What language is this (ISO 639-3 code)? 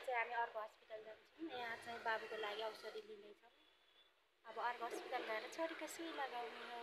nep